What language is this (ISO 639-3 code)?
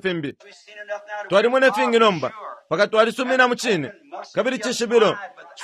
bem